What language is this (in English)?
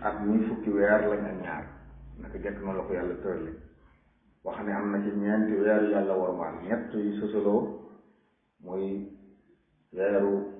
Wolof